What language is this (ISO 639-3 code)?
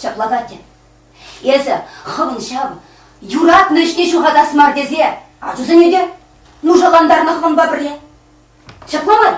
chv